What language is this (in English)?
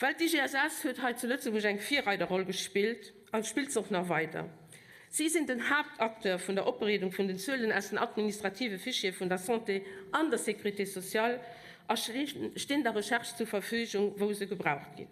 Luxembourgish